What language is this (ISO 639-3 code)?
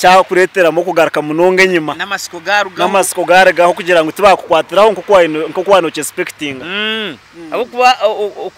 nyn